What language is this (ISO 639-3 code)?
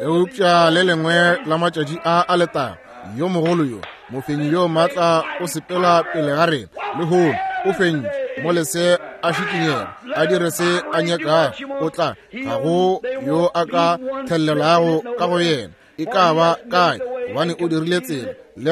nso